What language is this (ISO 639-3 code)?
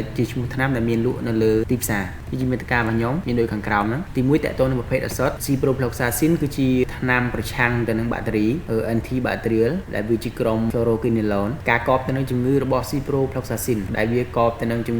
khm